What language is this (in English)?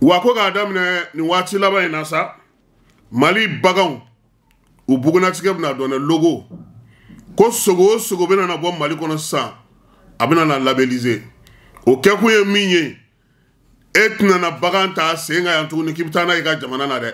Bambara